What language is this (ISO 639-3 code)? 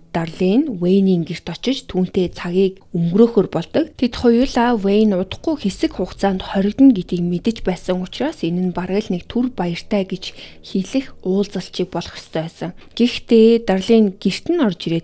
mon